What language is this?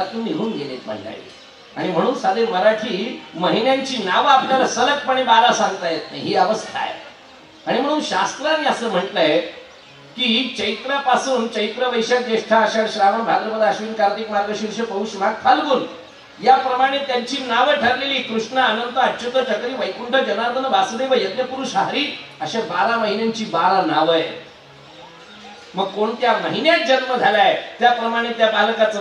Marathi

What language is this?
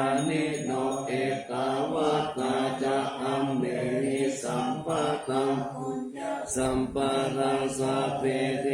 Pali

